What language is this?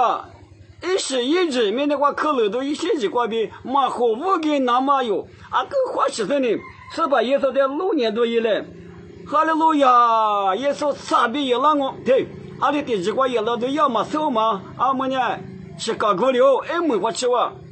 Lisu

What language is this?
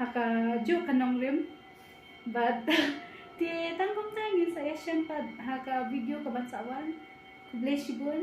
Khasi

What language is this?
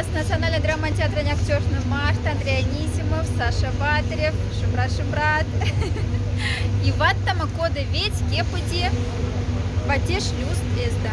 Moksha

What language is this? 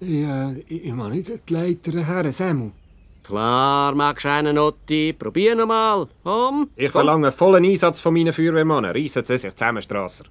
Swiss German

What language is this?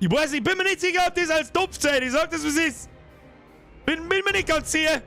Bavarian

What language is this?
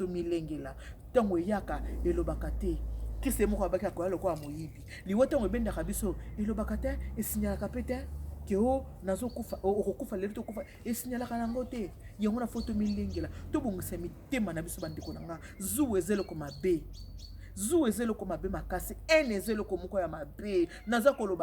Lingala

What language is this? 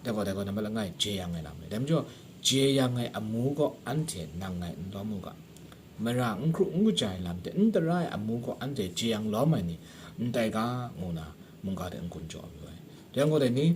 Kachin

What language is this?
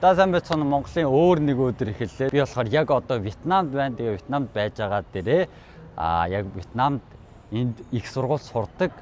Mongolian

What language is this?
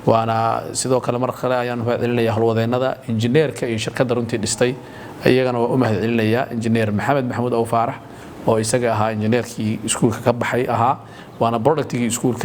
Somali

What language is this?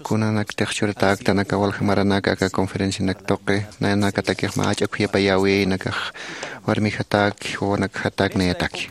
Aymara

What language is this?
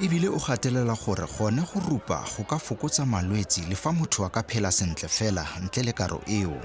Tswana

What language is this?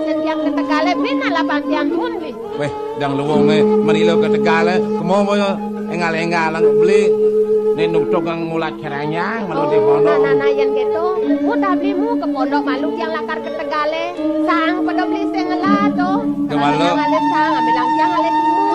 Balinese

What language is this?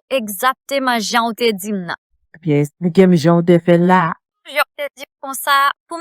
Haitian Creole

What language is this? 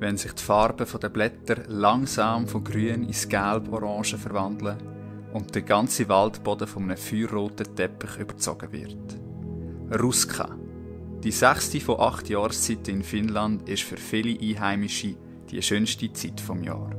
Swiss German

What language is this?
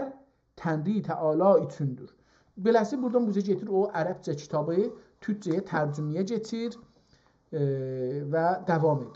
South Azerbaijani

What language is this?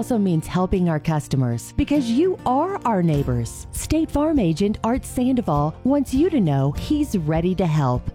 English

